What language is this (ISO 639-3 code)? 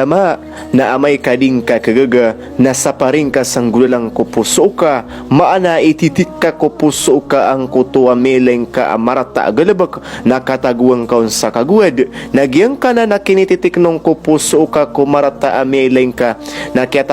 mrw